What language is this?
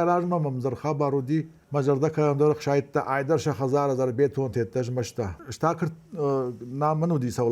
Ossetic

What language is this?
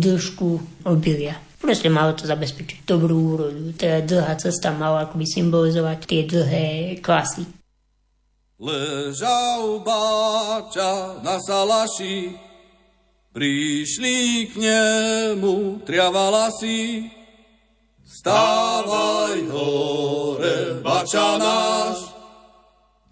Slovak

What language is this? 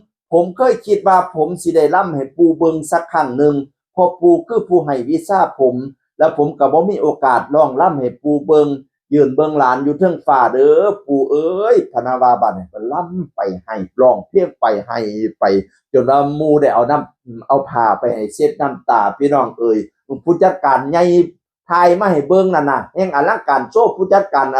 Northeastern Thai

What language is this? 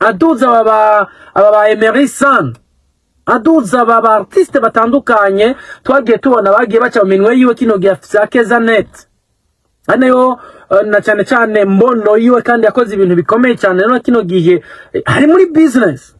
Rundi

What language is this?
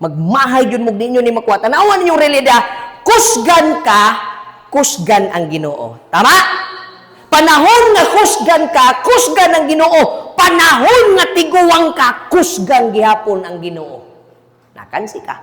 Cebuano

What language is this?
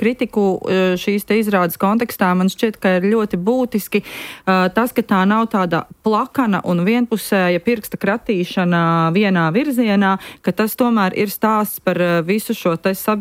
Latvian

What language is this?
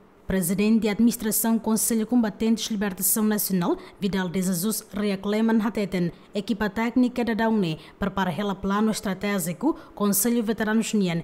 Tetum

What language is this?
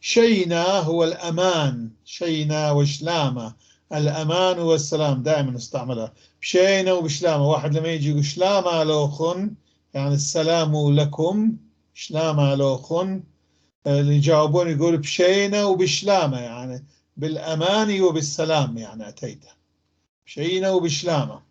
North Levantine Arabic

